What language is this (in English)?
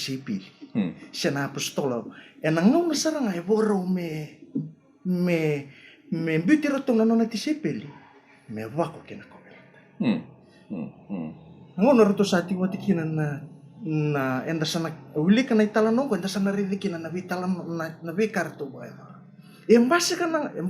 Fijian